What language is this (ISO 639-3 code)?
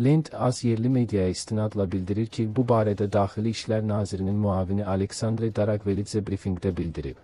aze